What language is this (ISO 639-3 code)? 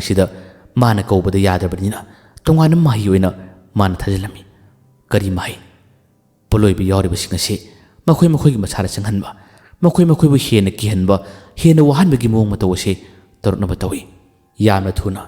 mni